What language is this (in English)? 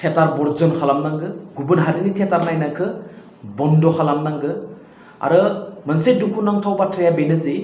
Bodo